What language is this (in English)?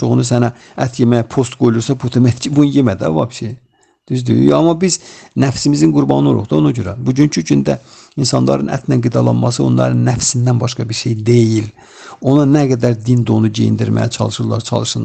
Azerbaijani